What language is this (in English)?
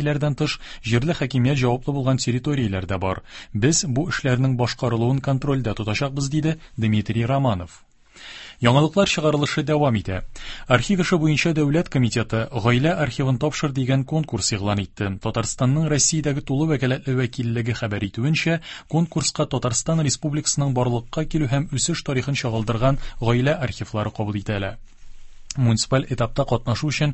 Tatar